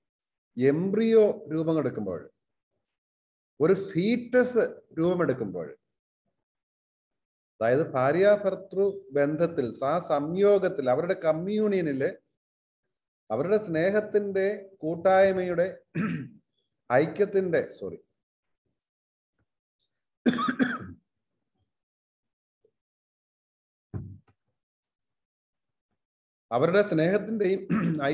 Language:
Malayalam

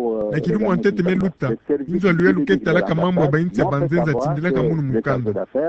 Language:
Kituba (Democratic Republic of Congo)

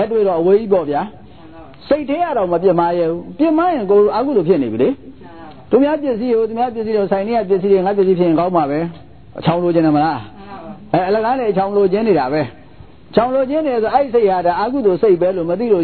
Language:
Burmese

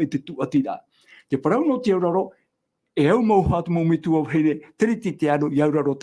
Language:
Tahitian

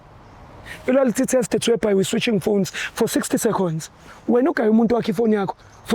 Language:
Zulu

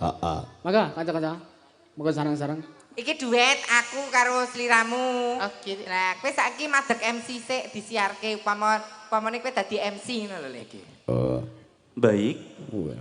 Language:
Javanese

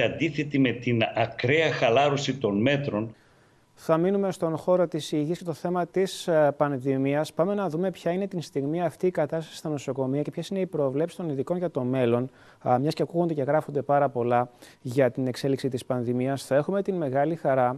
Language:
Greek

